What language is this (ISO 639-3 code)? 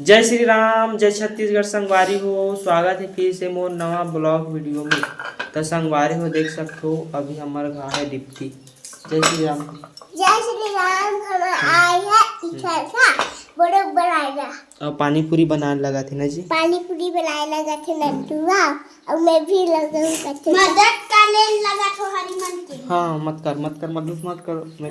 hne